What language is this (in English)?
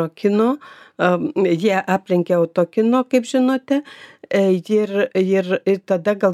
Lithuanian